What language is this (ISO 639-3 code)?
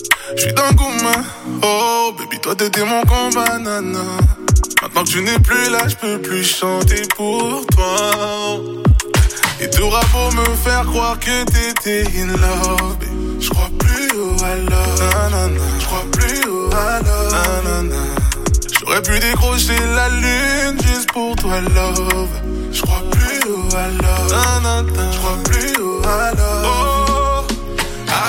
fra